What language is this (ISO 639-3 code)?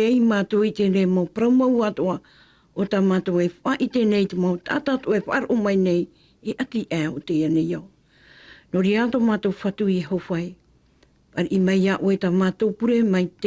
tah